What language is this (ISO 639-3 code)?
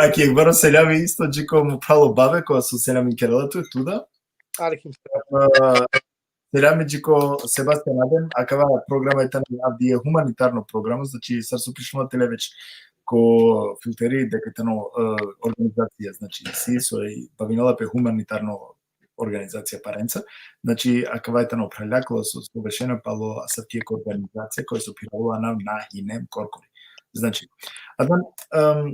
rmn